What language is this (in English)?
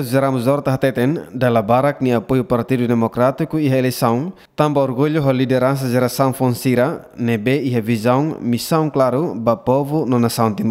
Tetum